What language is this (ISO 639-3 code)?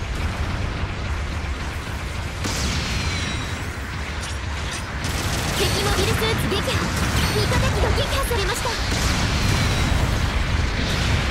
jpn